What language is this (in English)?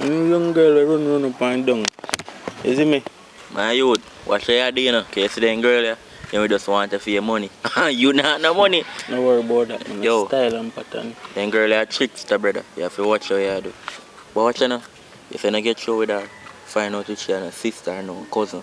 Jamaican Creole English